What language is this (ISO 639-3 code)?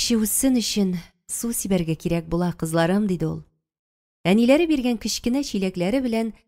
tat